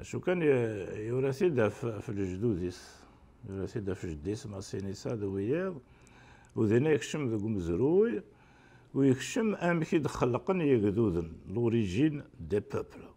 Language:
Kabyle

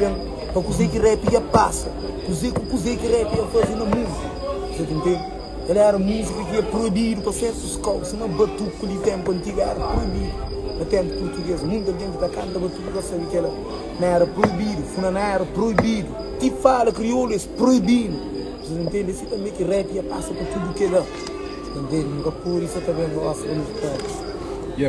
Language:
Kabuverdianu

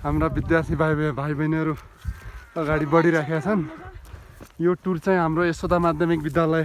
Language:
Nepali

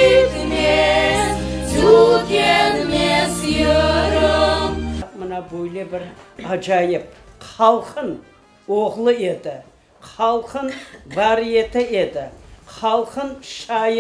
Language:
Crimean Tatar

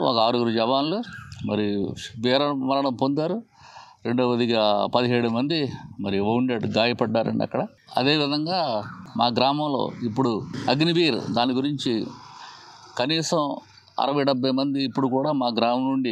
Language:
Telugu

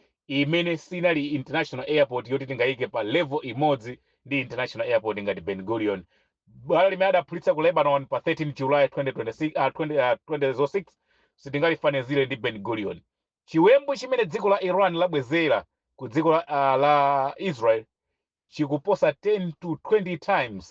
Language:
Nyanja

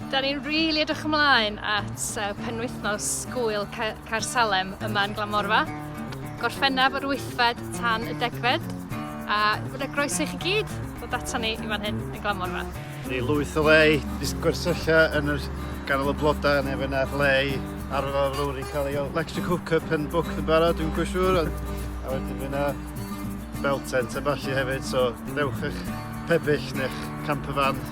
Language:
Welsh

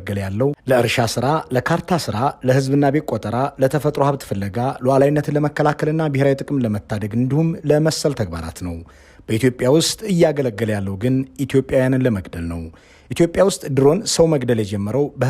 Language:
Amharic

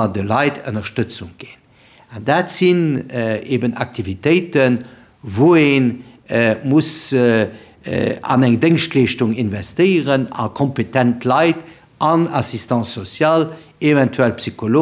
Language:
Luxembourgish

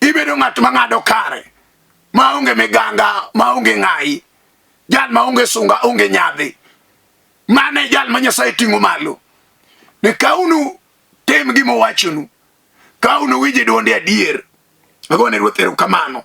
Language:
Luo (Kenya and Tanzania)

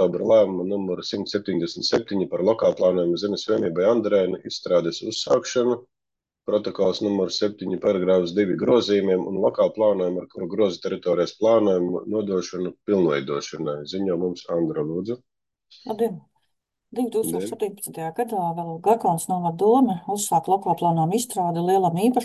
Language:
Latvian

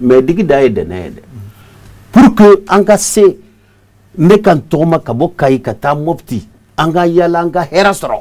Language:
Bambara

